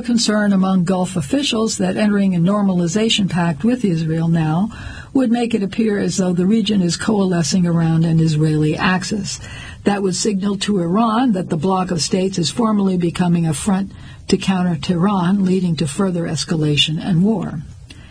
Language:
English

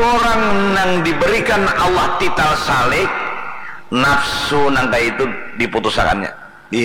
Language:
Banjar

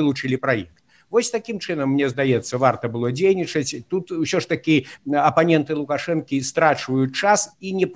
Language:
Belarusian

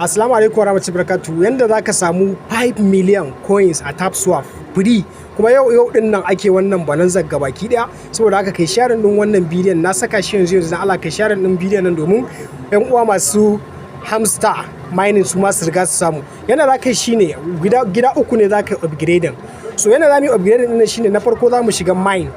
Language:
Hausa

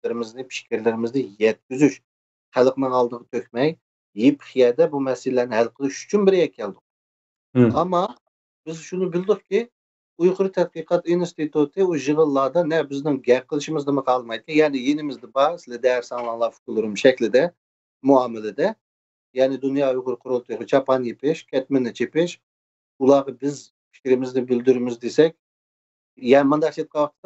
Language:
Uyghur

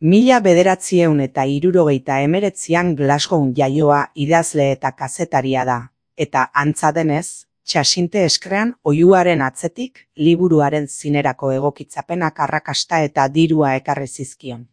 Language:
Basque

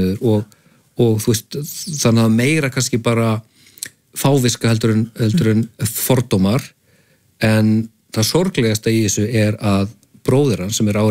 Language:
Icelandic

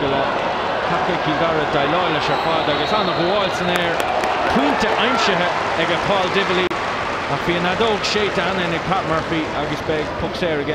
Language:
Irish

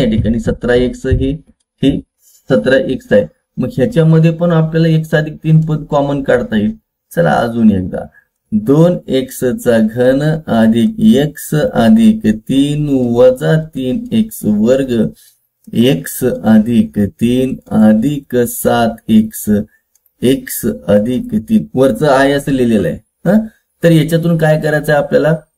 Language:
Marathi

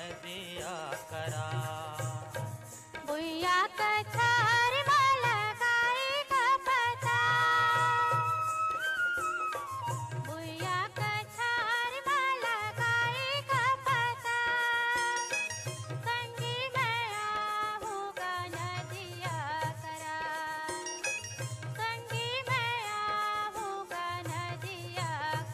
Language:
Chhattisgarhi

